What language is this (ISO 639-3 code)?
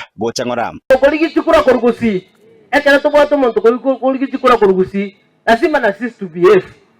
guz